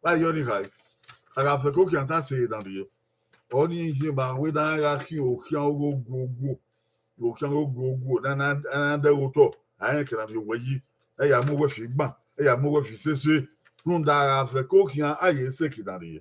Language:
Bini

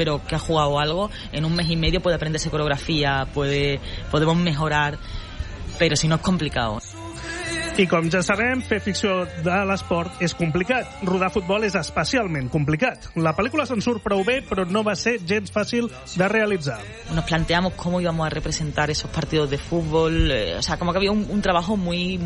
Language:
Catalan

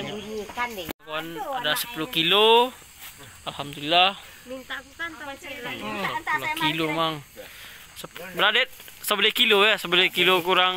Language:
Minangkabau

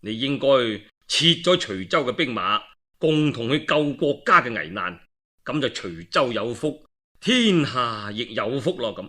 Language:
Cantonese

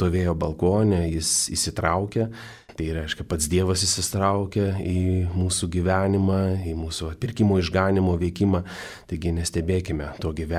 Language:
Lithuanian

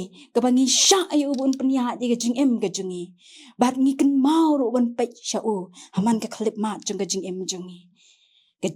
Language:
Khasi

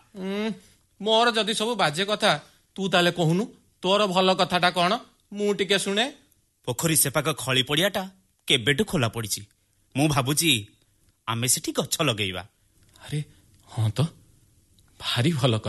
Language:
Odia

